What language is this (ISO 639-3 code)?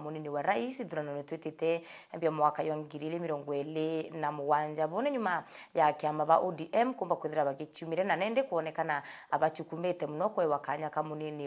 mer